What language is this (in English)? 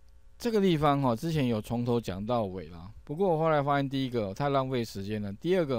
Chinese